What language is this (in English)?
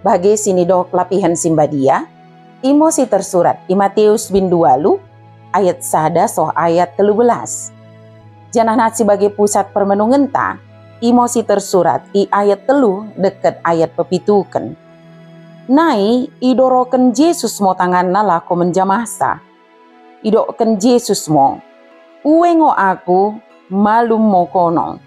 Batak Dairi